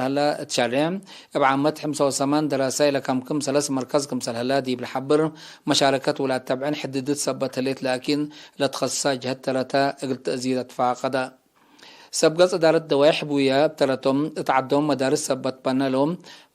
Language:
Tigre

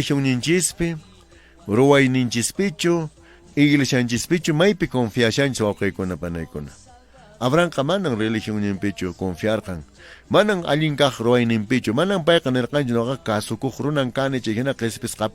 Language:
Quechua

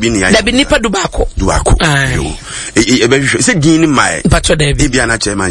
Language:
Akan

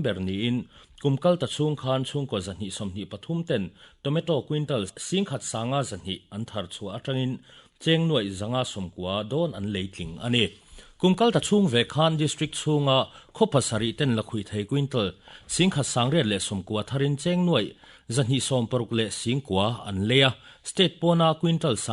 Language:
Mizo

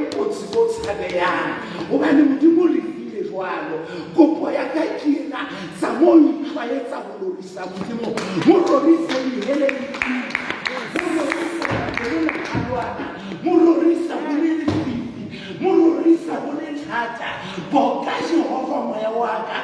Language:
Southern Sotho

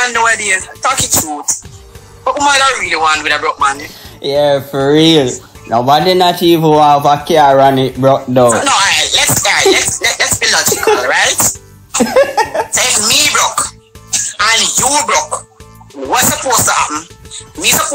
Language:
Jamaican Creole English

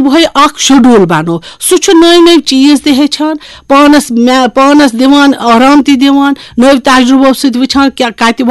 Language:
Kashmiri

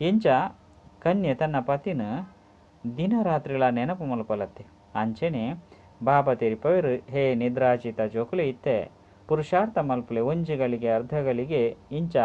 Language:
Tulu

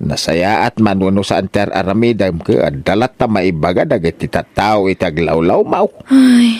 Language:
Iloko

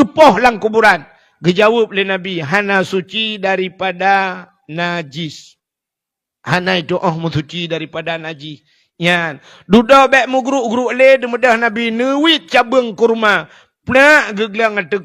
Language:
Achinese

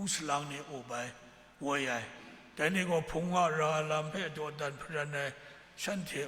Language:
Kachin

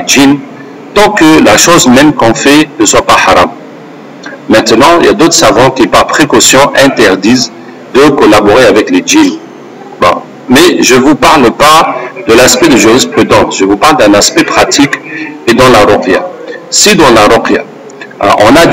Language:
French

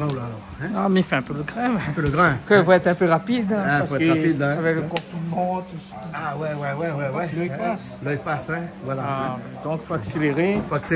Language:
Réunion Creole French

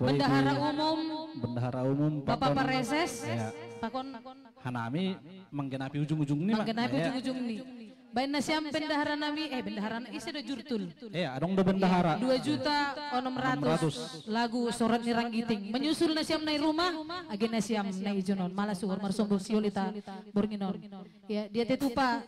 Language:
Batak Simalungun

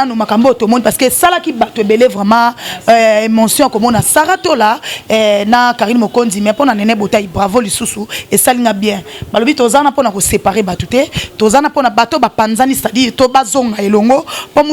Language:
Lingala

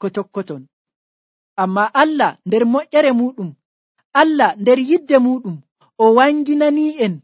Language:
Nigerian Fulfulde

